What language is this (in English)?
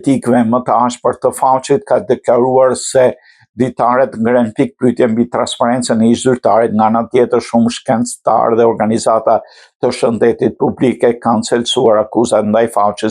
Albanian